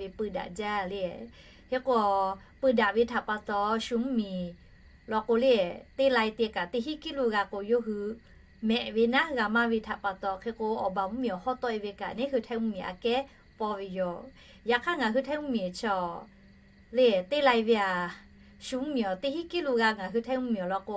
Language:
Lahu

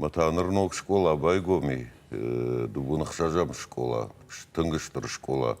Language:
Ossetic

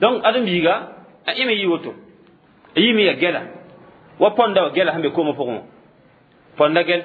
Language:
Mossi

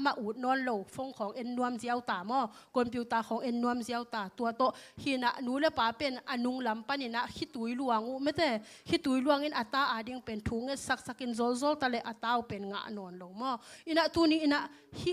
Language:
Tedim Chin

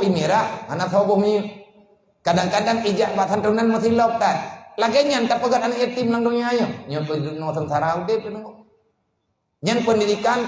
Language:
Achinese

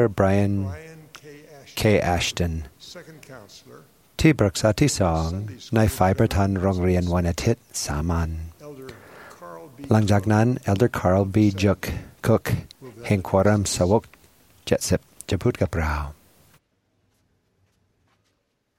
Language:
Thai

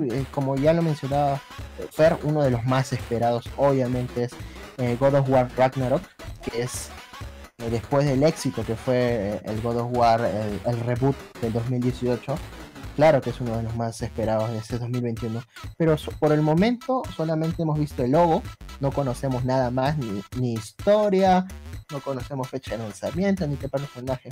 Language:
Spanish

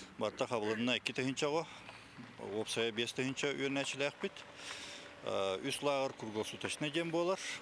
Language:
Yakut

